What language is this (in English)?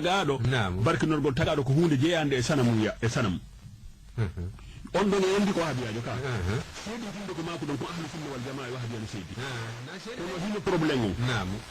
Fula